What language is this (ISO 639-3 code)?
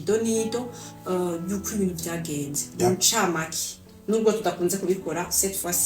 run